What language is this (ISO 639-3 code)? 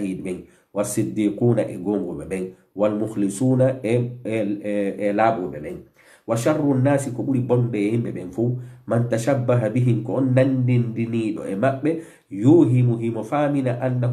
ful